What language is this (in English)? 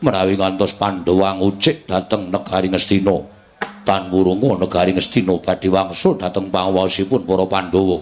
Javanese